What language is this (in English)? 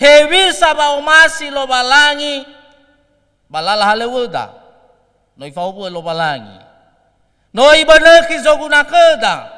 Nias